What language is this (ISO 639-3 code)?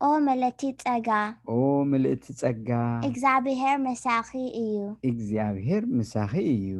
tir